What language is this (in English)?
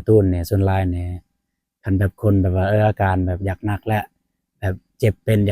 Lao